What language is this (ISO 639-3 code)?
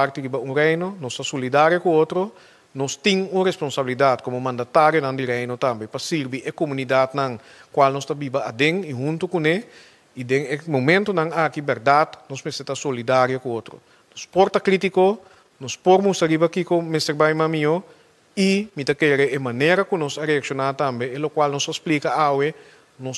pap